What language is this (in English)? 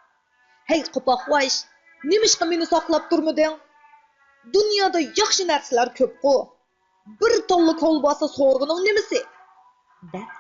Uyghur